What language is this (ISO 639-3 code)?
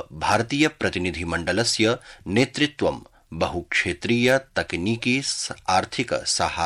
san